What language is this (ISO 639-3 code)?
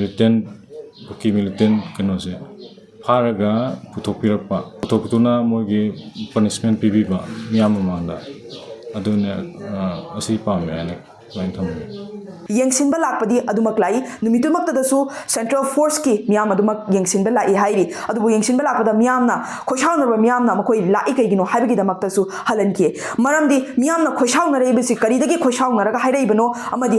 mni